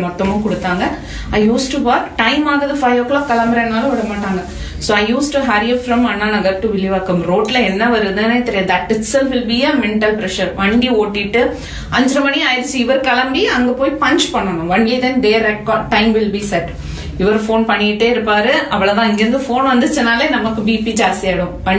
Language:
Tamil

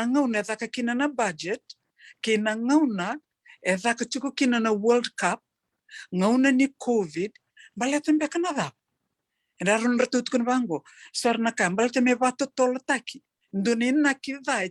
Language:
Fijian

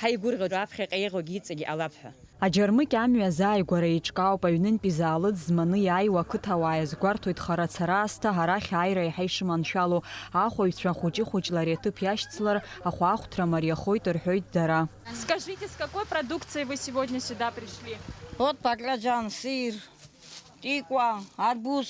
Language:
Abkhazian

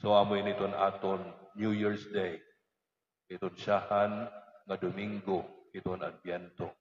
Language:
Waray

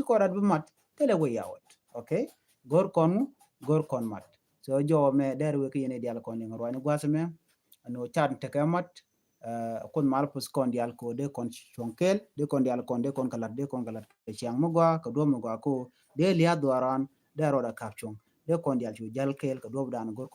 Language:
Nuer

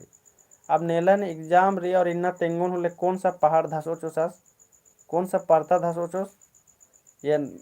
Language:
Kurukh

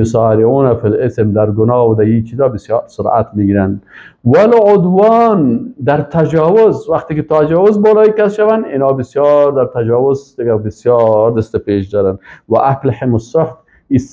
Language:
Persian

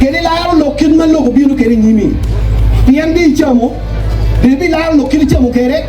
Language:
Acoli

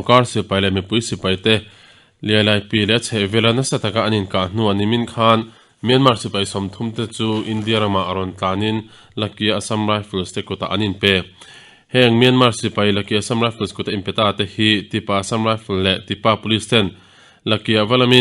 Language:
Mizo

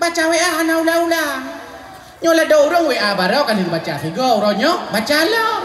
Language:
Achinese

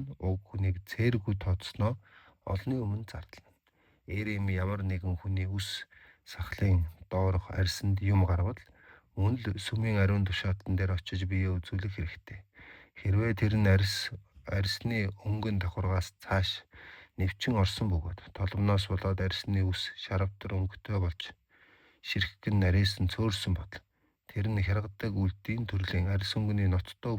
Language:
Mongolian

